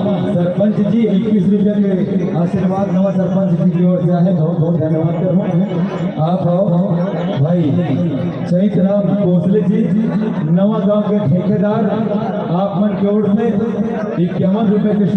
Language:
Chhattisgarhi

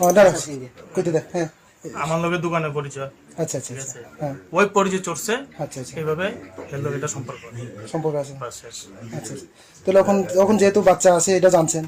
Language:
Riang (India)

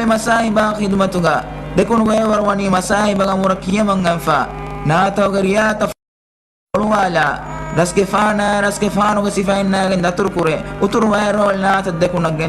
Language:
Divehi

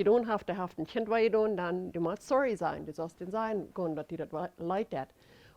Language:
Plautdietsch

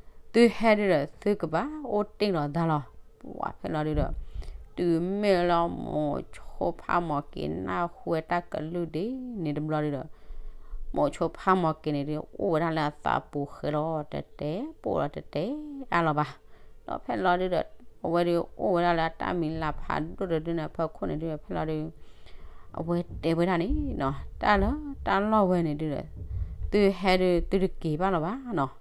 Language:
S'gaw Karen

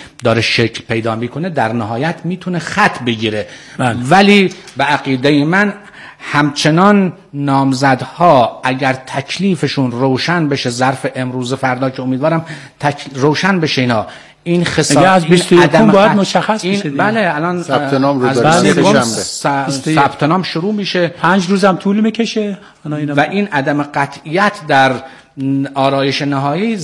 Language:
Persian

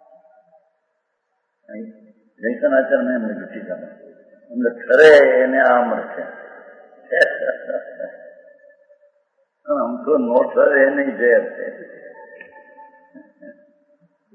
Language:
Gujarati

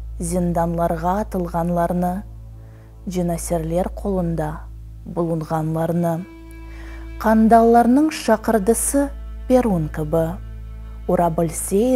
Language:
Crimean Tatar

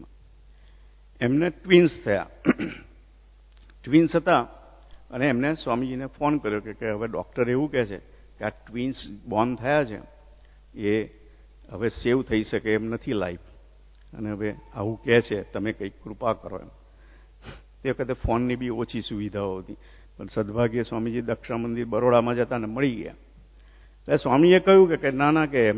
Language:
Gujarati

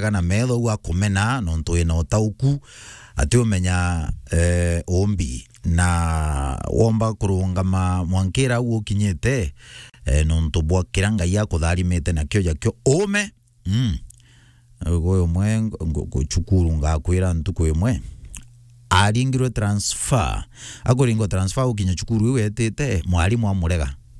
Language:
Meru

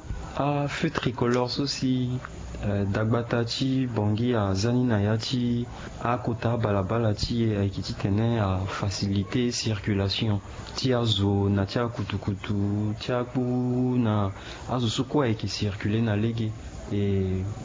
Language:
Sango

